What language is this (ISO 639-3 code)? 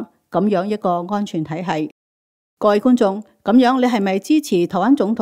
yue